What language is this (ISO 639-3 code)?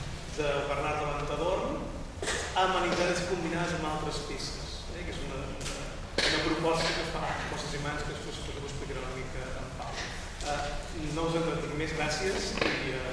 cat